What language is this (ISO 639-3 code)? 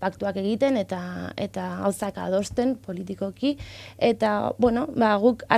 eus